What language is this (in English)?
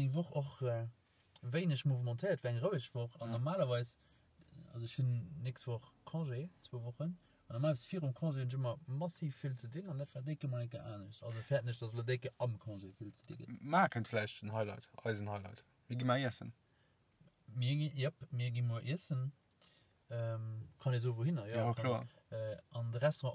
Luxembourgish